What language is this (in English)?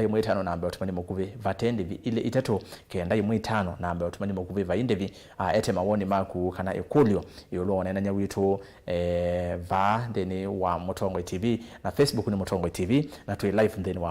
Kamba